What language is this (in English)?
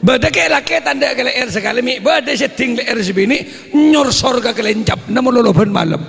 Madurese